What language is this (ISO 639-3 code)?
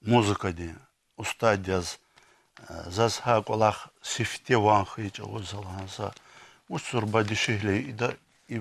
lez